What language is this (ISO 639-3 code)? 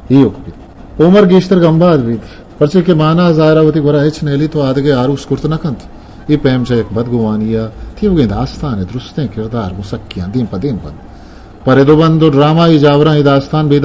bgp